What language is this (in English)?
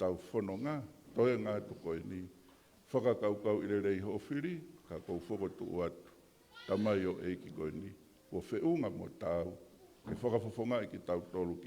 Tongan